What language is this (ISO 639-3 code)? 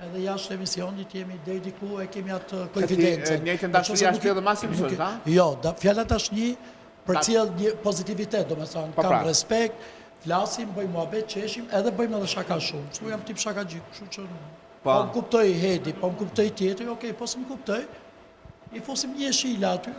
sqi